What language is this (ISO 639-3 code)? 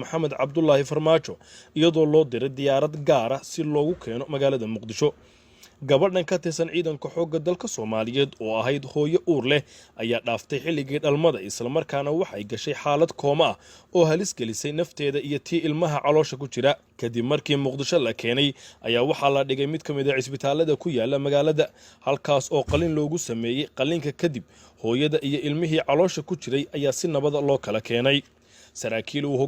som